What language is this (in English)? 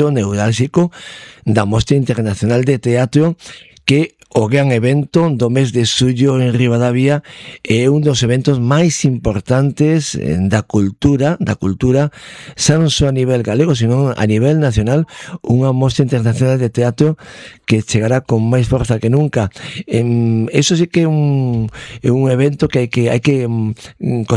Galician